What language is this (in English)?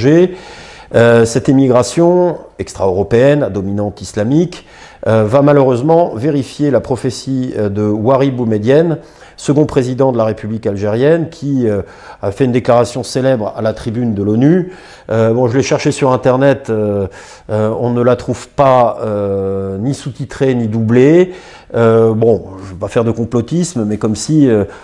French